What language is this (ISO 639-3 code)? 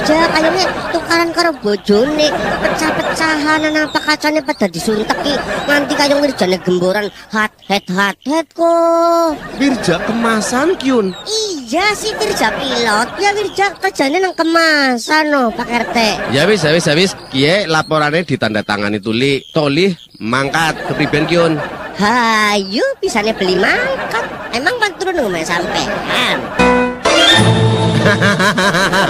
jav